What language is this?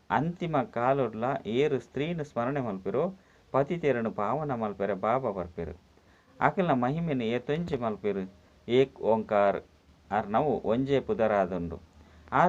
Tulu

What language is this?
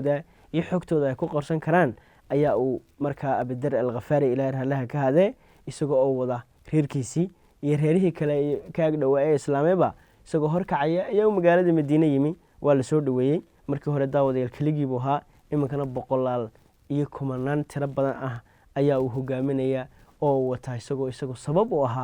Somali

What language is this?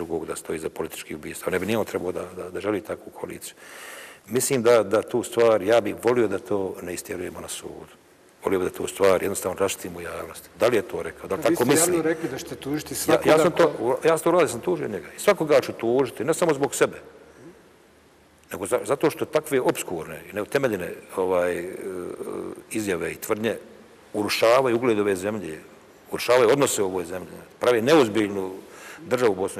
Bosnian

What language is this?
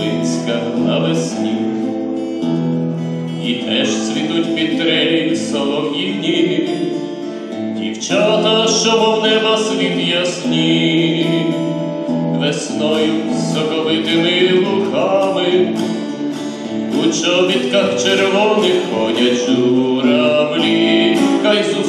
Ukrainian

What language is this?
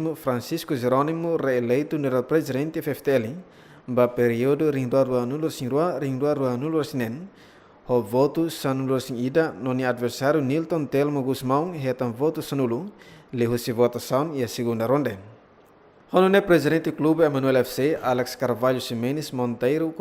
Tetum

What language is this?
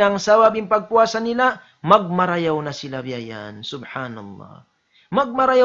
Tausug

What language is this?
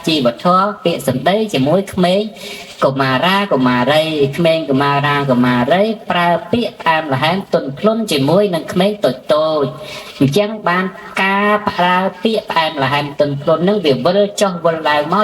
Khmer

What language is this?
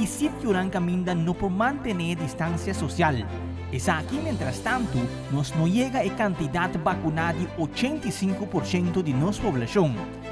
Papiamento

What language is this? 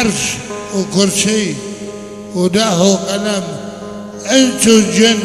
Kurdish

